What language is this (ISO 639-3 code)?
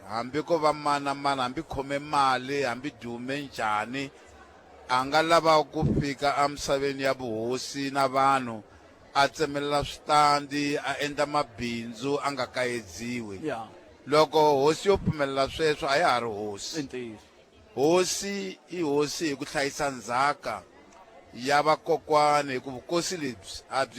tso